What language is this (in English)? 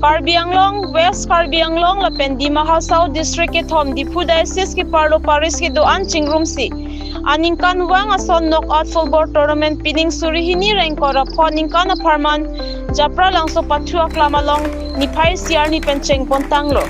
Karbi